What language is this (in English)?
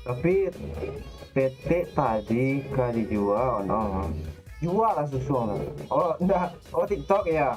Minangkabau